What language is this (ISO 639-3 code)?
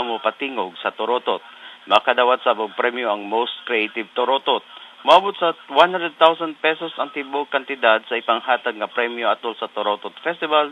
ceb